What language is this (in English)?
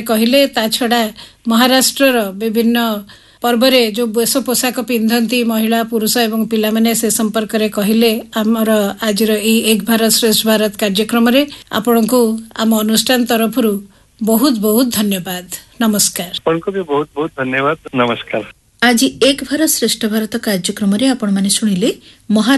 Odia